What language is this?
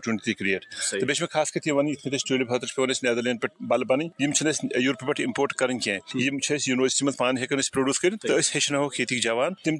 Kashmiri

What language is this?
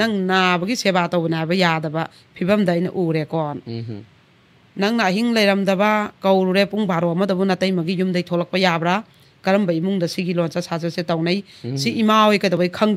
Manipuri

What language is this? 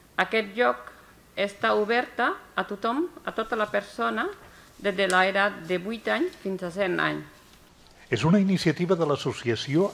Catalan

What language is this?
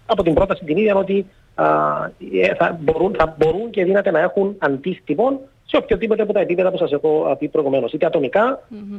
Greek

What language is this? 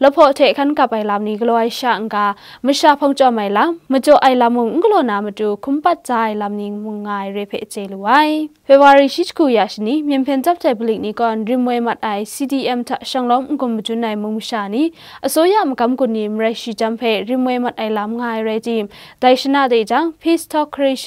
Kachin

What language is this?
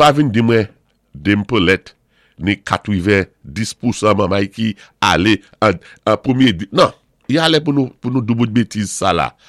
Saint Lucian Creole French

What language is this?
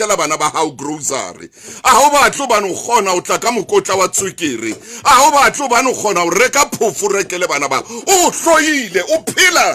Southern Sotho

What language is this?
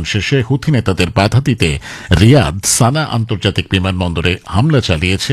Bangla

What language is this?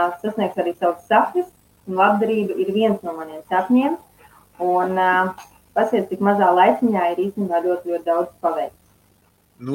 Latvian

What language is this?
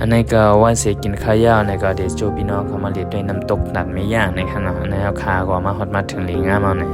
Shan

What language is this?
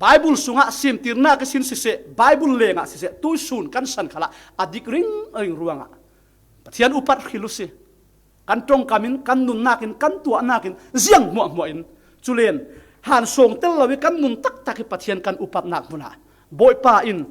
Falam Chin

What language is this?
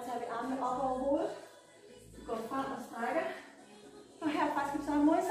Danish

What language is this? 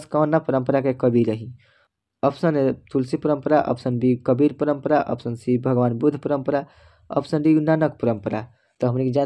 Bhojpuri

